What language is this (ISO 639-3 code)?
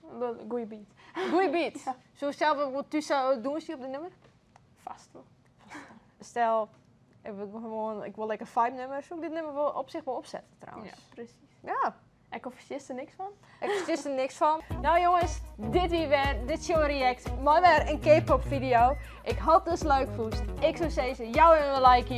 fry